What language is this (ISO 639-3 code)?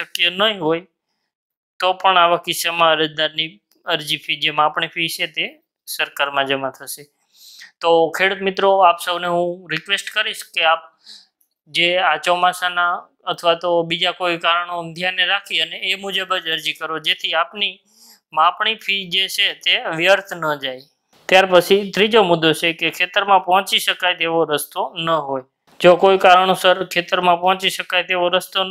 guj